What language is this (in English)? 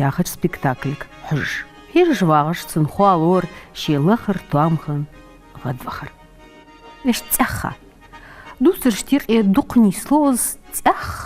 Ingush